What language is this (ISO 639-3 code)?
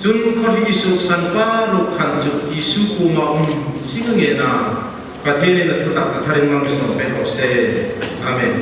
hmr